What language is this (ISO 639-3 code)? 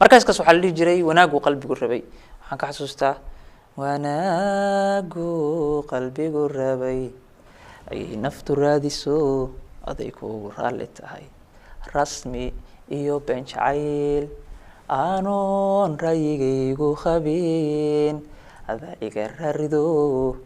som